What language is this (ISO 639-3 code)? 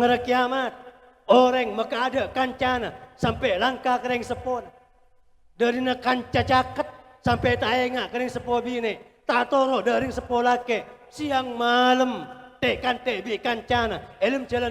mad